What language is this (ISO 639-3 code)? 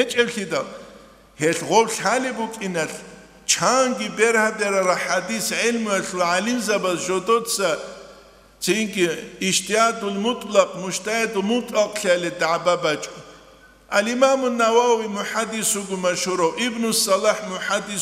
ava